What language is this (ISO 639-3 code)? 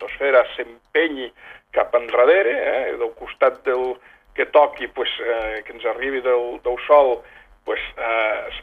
cat